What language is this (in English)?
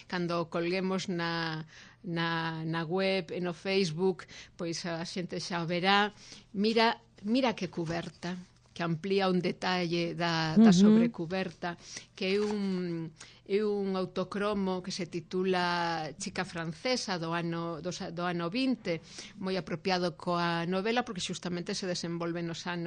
Galician